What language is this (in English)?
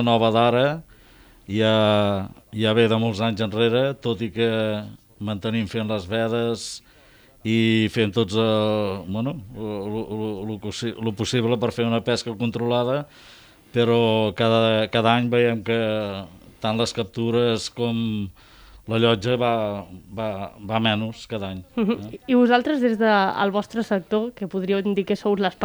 Catalan